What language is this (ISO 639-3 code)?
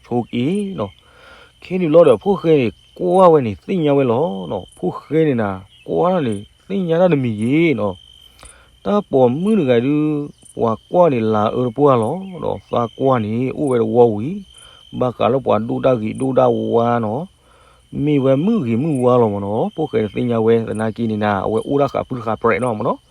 ksw